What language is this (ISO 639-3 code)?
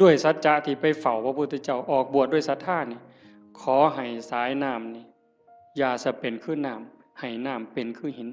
tts